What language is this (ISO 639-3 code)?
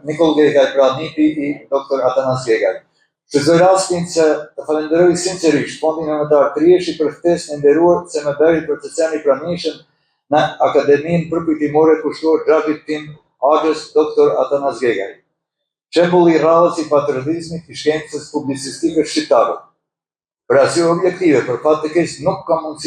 sqi